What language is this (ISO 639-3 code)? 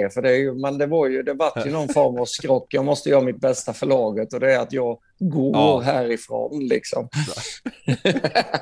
swe